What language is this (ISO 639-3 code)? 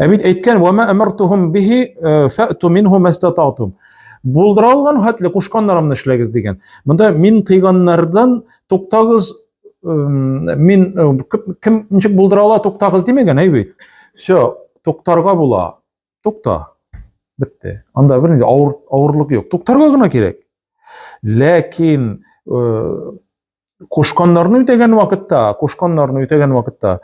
tat